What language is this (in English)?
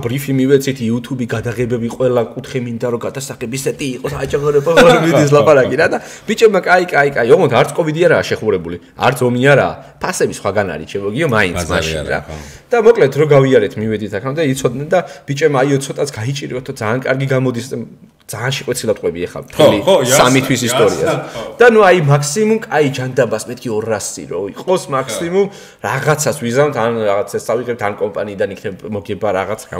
Georgian